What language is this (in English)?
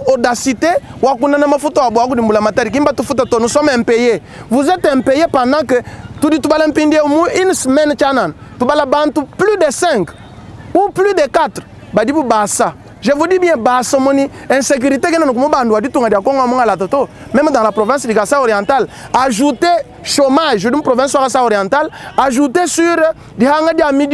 Luba-Lulua